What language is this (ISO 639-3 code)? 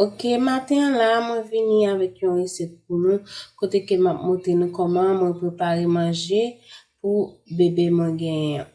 hat